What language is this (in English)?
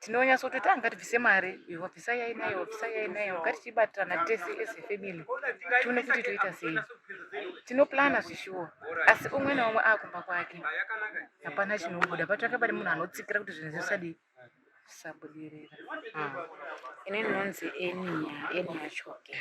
Shona